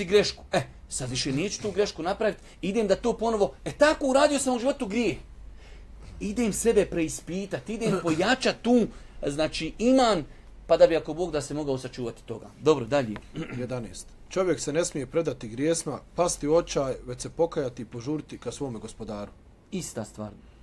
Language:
Bosnian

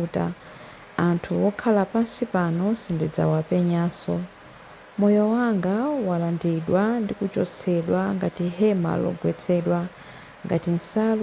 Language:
Nyanja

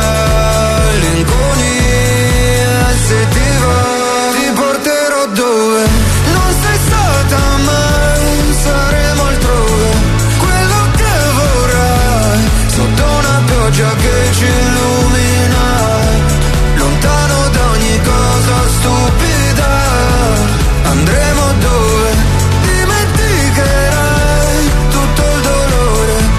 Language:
Italian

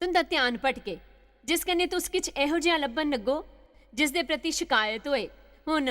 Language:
Dogri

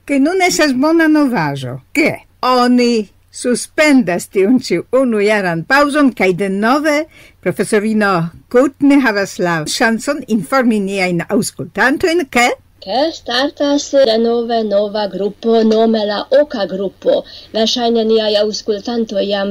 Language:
Esperanto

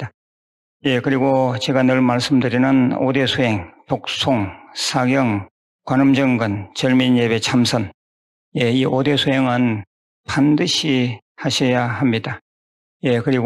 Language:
Korean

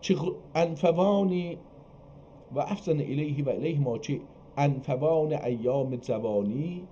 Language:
South Azerbaijani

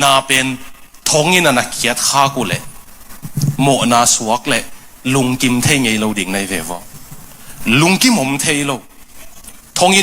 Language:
Tedim Chin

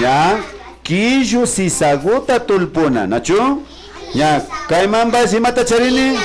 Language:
Imbabura Highland Quichua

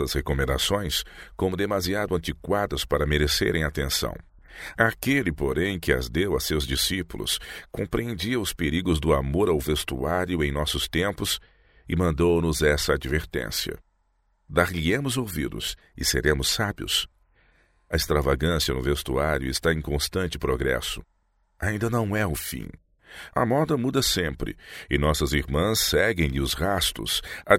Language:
Portuguese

